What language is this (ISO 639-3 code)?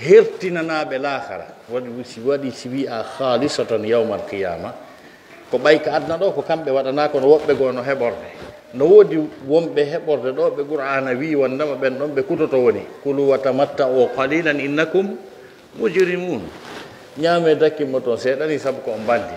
fuf